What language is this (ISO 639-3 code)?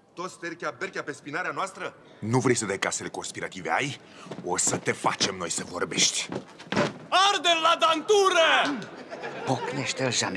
ron